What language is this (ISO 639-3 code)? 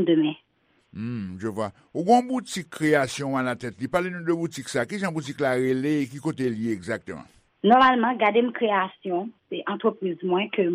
hat